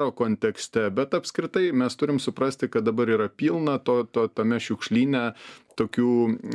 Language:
Lithuanian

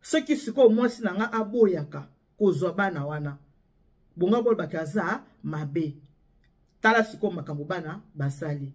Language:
Lingala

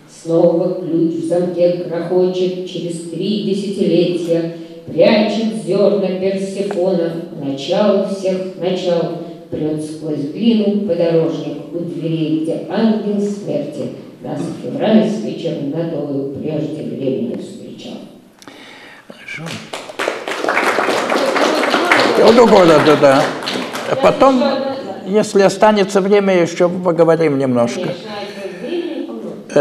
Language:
Russian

